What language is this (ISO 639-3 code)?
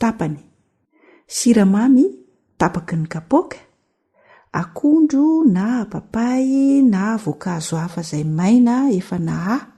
mlg